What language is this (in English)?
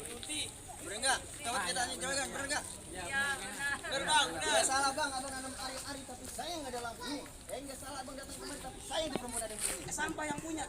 Betawi